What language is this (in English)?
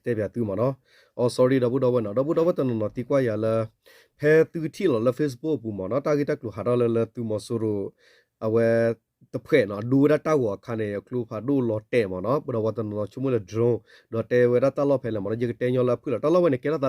S'gaw Karen